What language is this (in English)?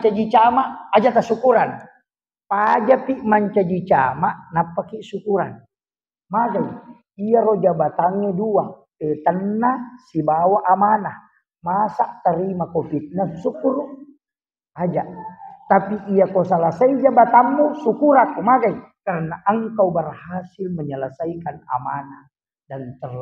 Buginese